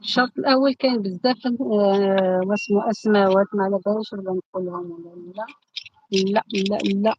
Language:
Algerian Arabic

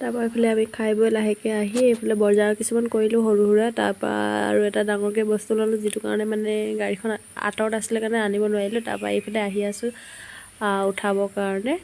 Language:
Assamese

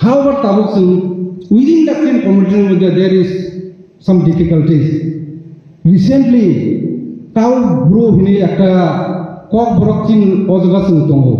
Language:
Riang (India)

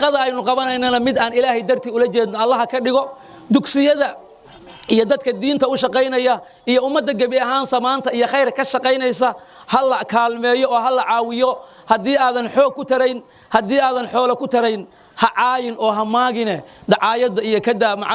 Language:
Somali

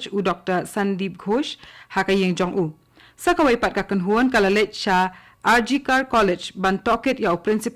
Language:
Khasi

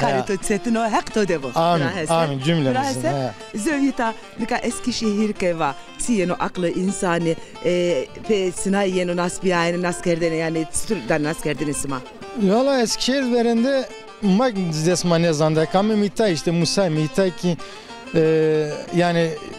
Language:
Zaza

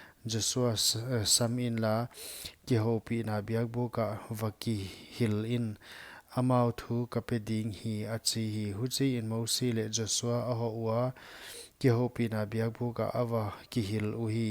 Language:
Paite Chin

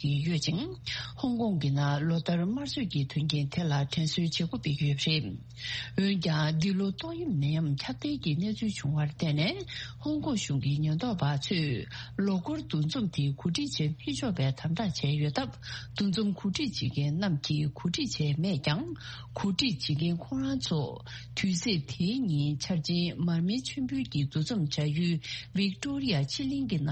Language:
Tibetan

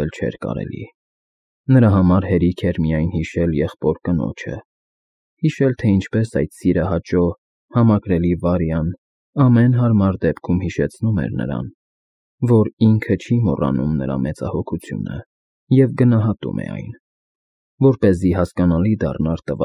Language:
Armenian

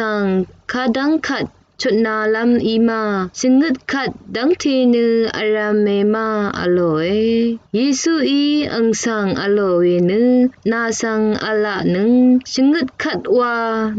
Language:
Rawang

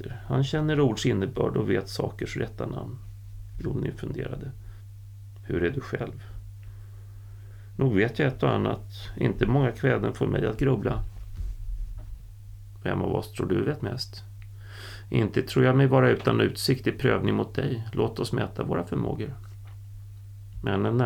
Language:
Swedish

